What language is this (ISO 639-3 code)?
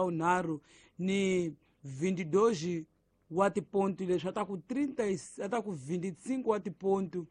tso